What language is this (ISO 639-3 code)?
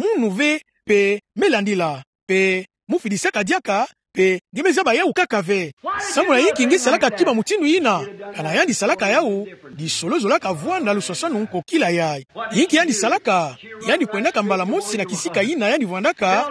ktu